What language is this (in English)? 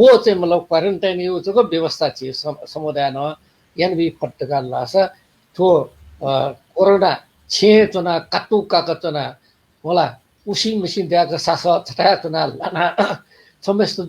Newari